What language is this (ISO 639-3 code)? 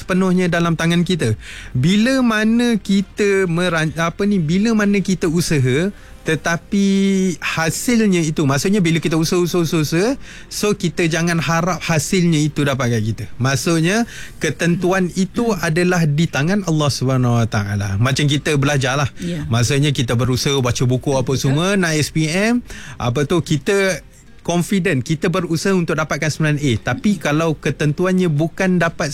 msa